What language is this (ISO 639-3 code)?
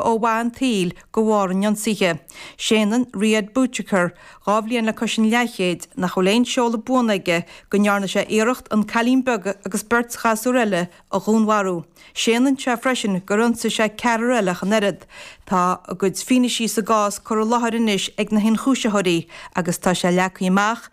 gle